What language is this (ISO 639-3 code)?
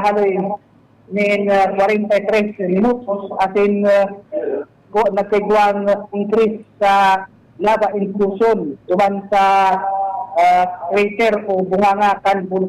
bik